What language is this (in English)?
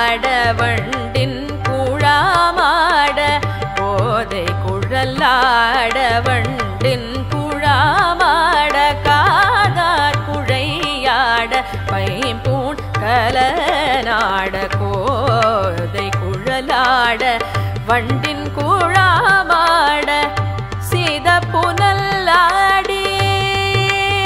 Tamil